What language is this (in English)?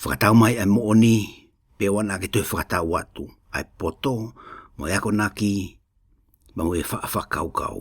Tongan